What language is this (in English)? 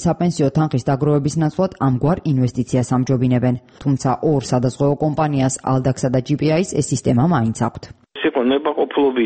Georgian